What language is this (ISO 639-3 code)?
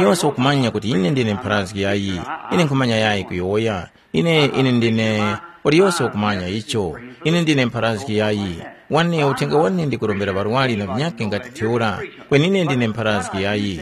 tum